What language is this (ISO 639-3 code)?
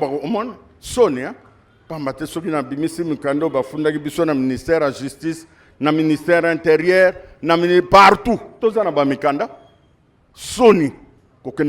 lin